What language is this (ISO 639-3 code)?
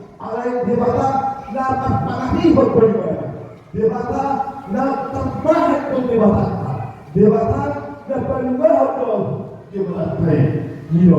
bbc